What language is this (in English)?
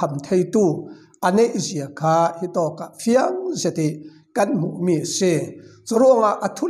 Falam Chin